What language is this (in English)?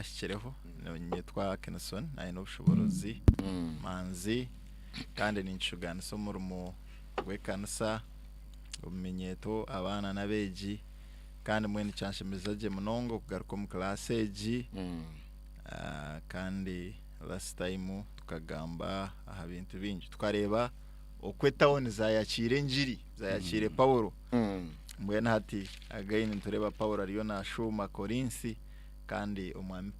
Nyankole